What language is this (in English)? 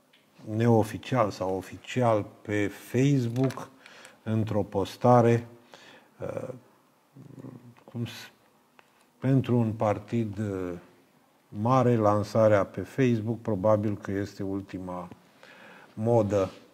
Romanian